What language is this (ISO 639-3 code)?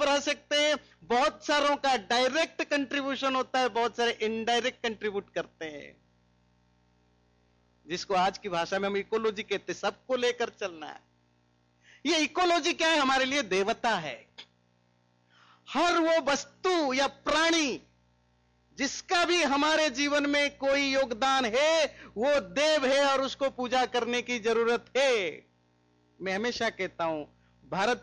hin